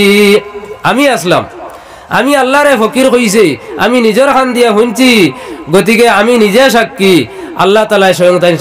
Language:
Sylheti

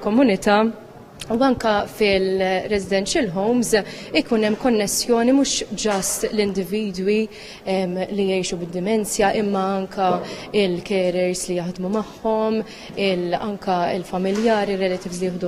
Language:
Maltese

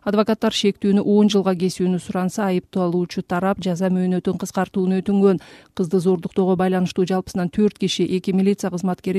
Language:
Kyrgyz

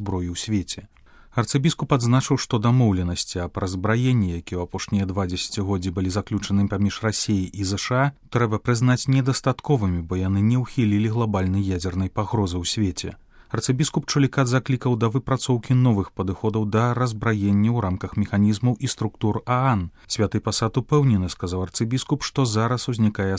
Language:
Belarusian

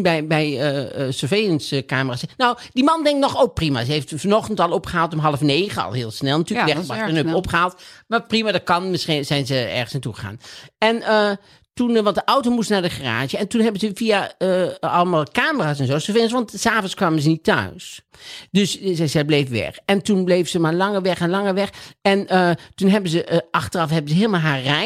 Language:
Dutch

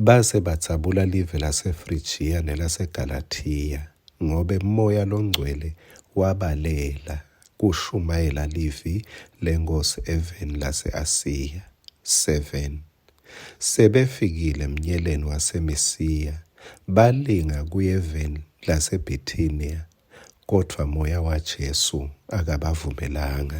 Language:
Swati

